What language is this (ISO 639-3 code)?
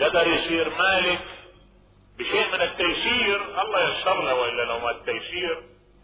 acm